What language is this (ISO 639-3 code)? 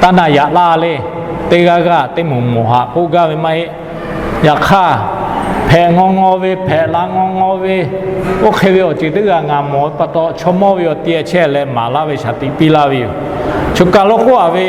lhu